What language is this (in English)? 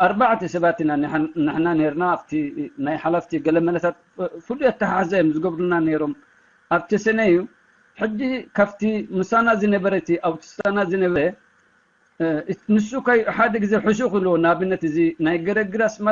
Tigrinya